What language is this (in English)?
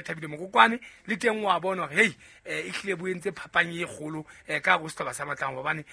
Southern Sotho